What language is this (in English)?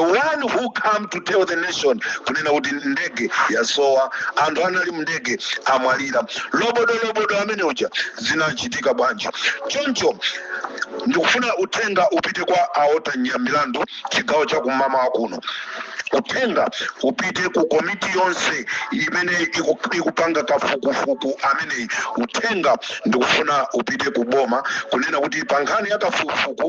Nyanja